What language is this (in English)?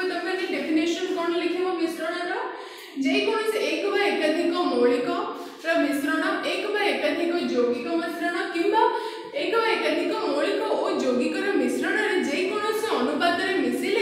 Odia